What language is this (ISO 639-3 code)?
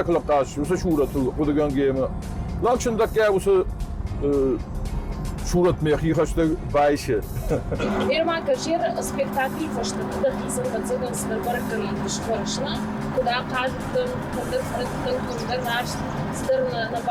oss